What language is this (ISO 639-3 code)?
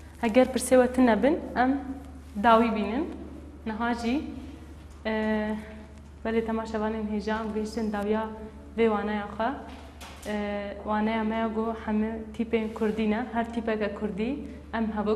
kur